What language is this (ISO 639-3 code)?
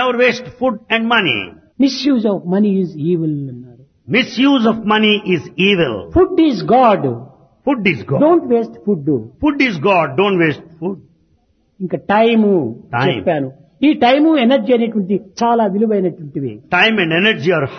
tel